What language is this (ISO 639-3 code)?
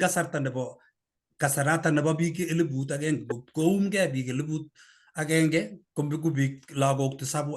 kln